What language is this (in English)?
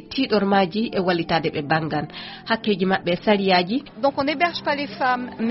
Fula